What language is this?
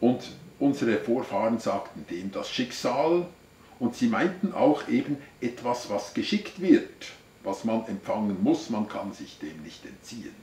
Swiss German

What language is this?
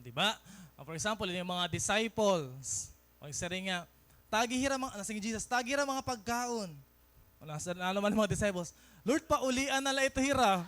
Waray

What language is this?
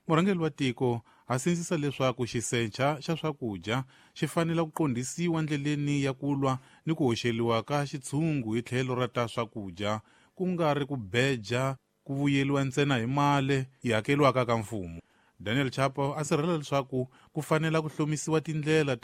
Tsonga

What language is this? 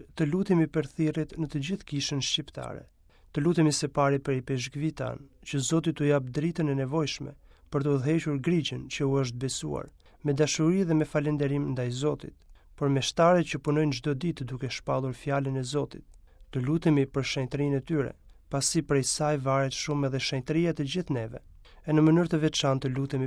Albanian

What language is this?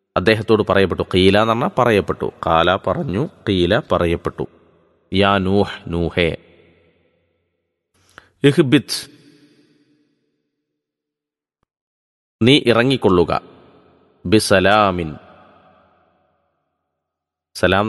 Malayalam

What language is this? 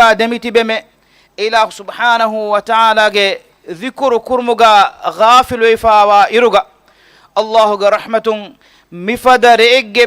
Divehi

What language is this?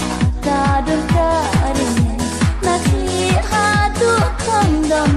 Khasi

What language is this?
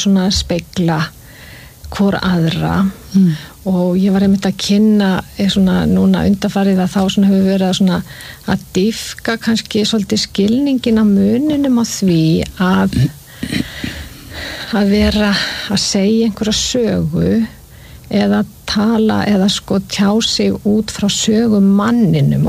Icelandic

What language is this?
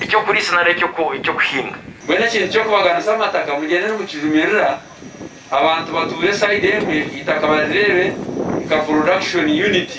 Nyankole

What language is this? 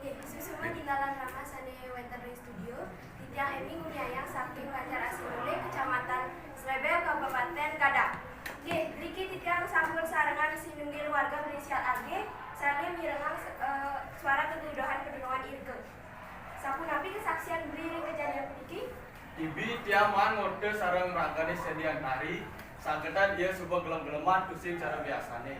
Balinese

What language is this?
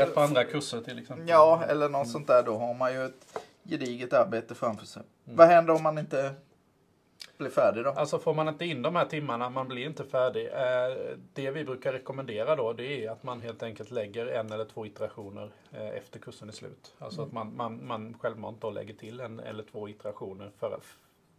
Swedish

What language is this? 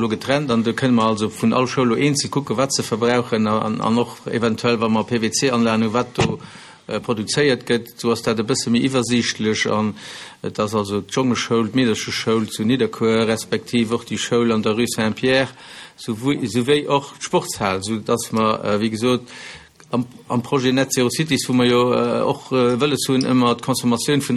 Luxembourgish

